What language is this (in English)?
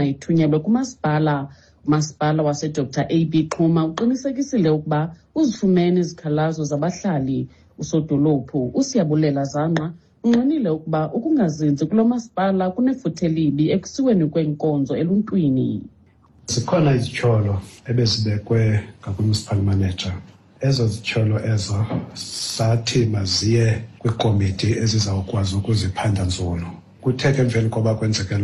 Xhosa